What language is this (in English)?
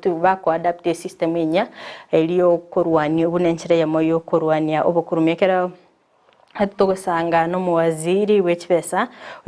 Gusii